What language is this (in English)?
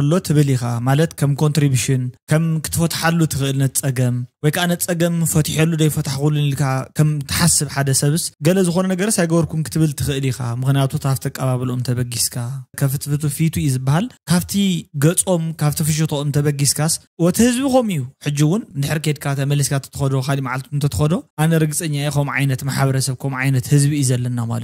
Tigrinya